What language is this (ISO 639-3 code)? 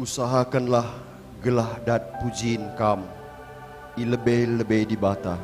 btx